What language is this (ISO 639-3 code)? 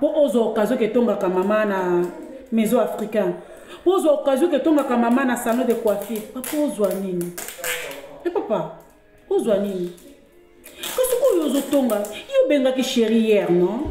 lin